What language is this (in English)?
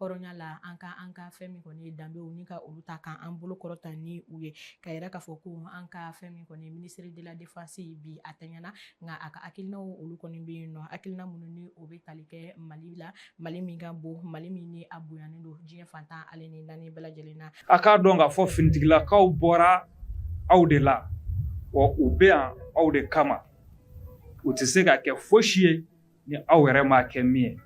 Bambara